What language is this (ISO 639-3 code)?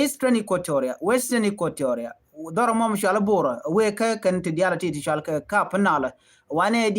nus